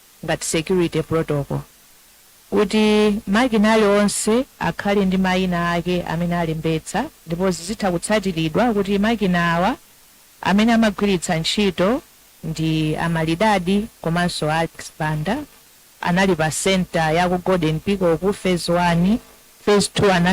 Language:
Nyanja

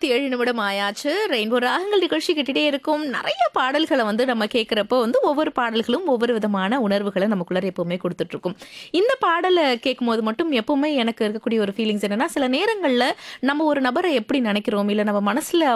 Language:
Tamil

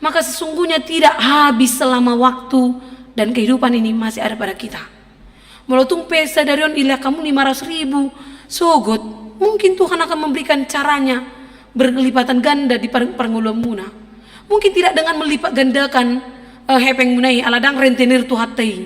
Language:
Batak Toba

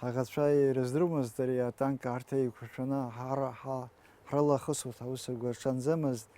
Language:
Abkhazian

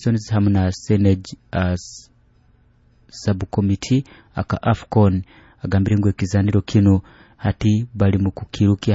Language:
Nyoro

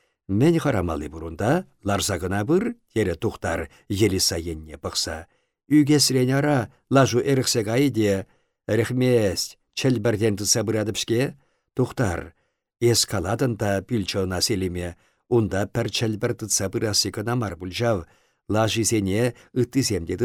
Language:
Chuvash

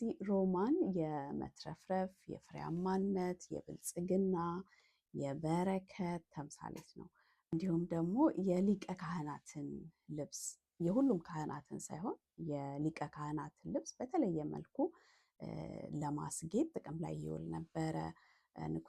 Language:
Amharic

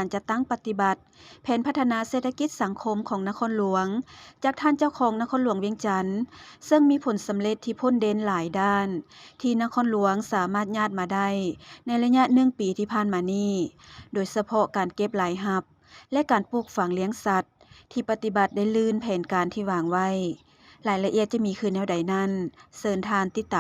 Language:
Lao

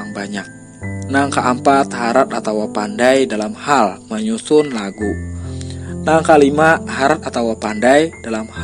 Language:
Banjar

